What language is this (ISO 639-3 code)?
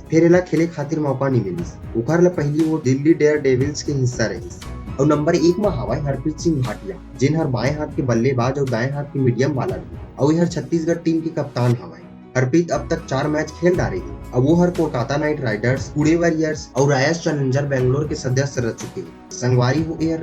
hne